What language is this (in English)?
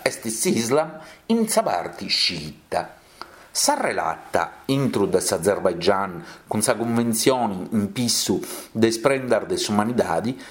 Sardinian